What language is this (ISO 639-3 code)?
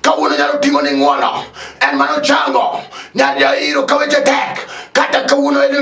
luo